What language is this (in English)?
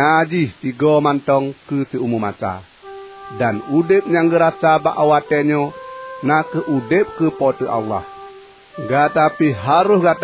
Achinese